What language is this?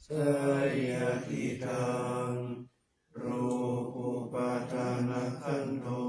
Pali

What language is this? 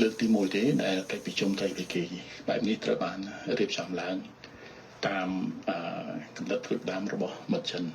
Khmer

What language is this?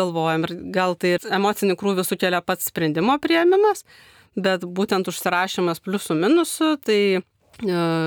Lithuanian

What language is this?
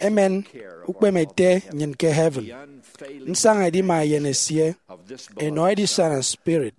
Efik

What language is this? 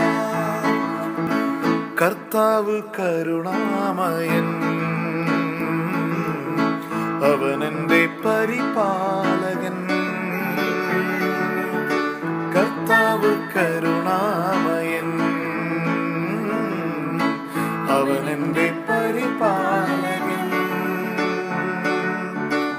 Malayalam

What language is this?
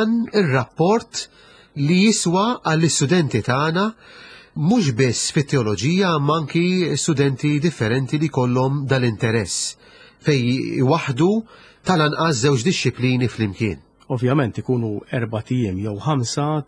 Maltese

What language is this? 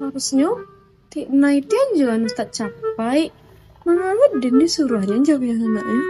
Minangkabau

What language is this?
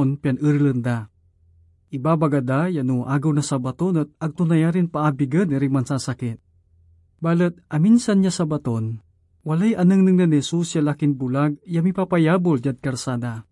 Pangasinan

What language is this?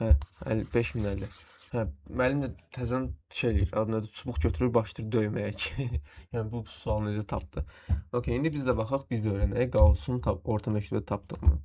Azerbaijani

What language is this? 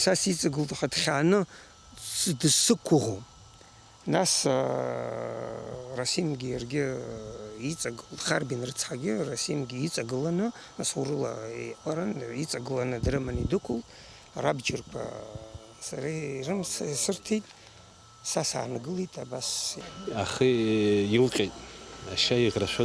Abkhazian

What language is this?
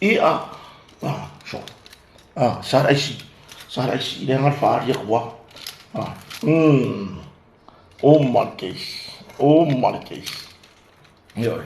Samoan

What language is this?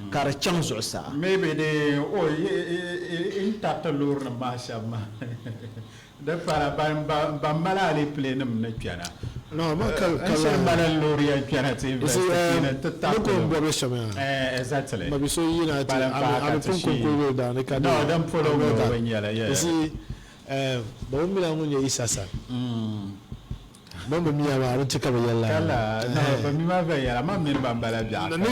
Dagbani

